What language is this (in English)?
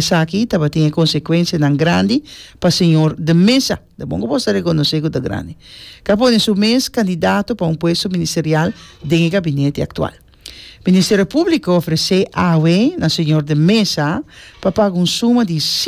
Papiamento